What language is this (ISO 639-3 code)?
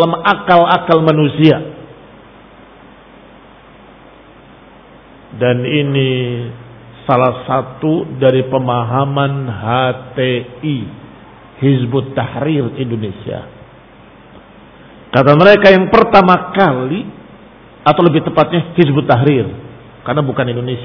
ind